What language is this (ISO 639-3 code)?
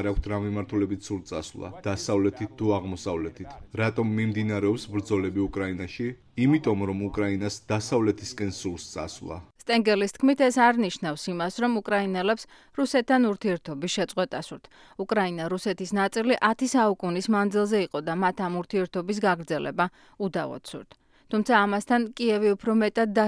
kat